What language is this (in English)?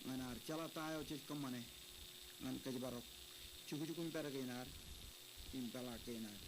Marshallese